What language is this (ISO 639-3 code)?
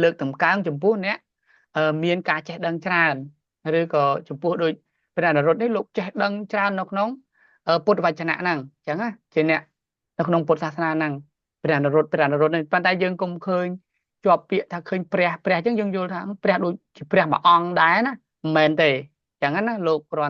khm